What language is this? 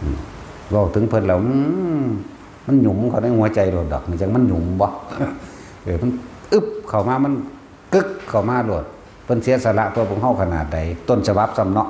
Northeastern Thai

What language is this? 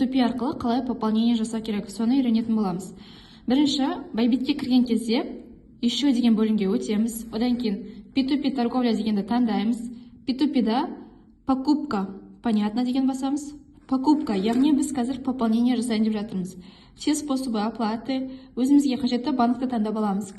Kazakh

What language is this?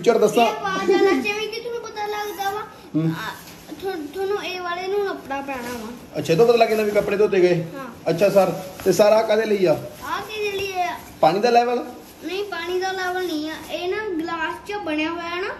Punjabi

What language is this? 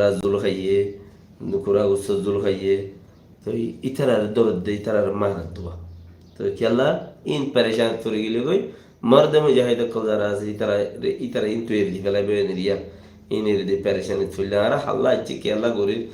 Rohingya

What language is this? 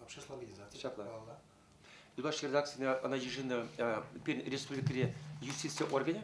Chuvash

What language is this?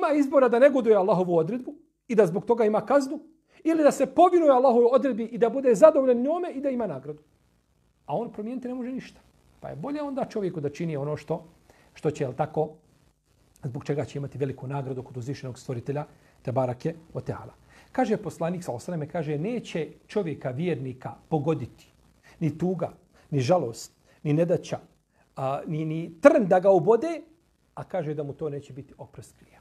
Bosnian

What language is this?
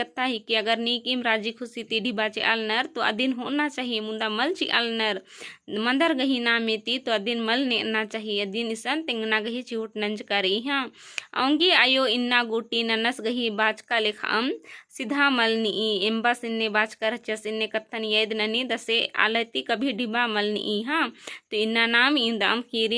Kurukh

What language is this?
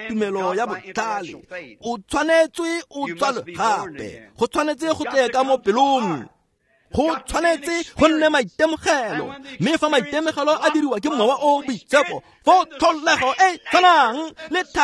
Tswana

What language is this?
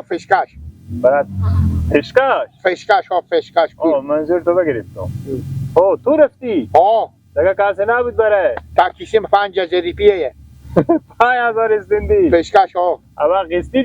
Persian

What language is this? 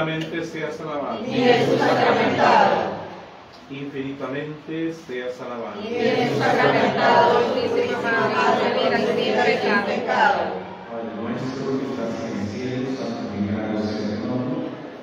Spanish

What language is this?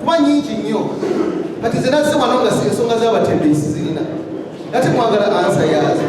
Ganda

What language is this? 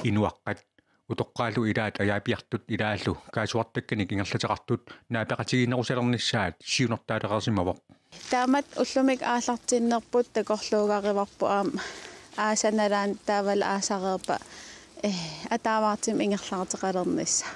Kalaallisut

